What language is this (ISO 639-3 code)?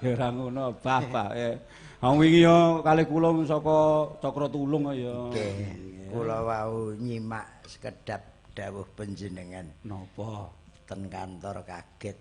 jav